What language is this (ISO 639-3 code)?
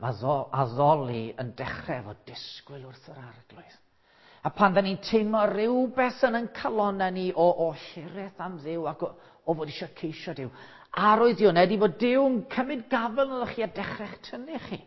cym